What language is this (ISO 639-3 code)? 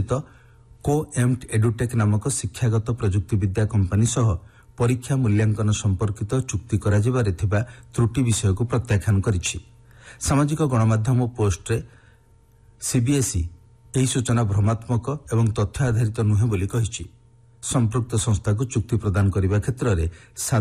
ori